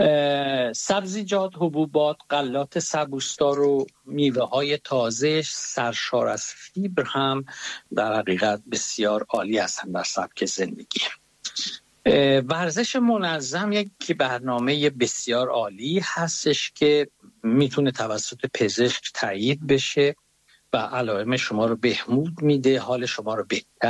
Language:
Persian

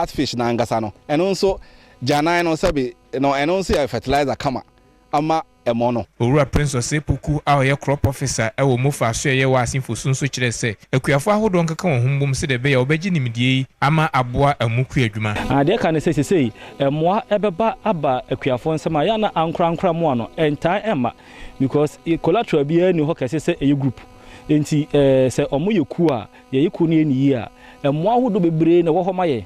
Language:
Akan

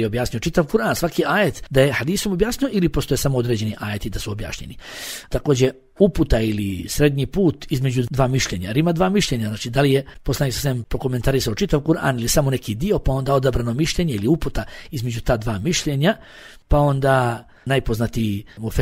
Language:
Bosnian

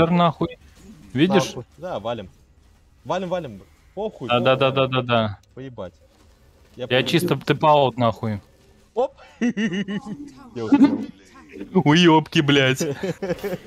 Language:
Russian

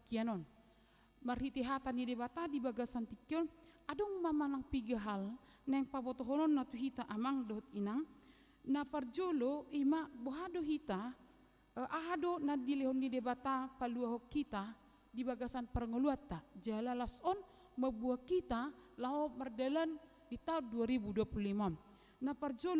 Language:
Batak Toba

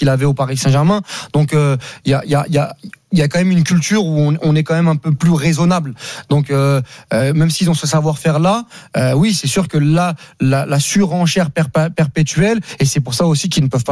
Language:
French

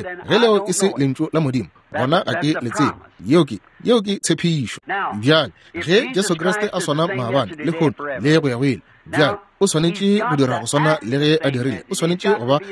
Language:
Northern Sotho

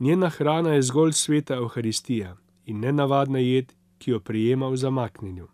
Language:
Slovenian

